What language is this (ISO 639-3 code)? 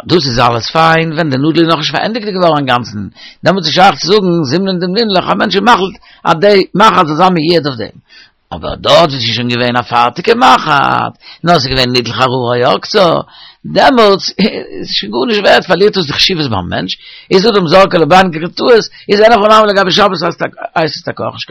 yid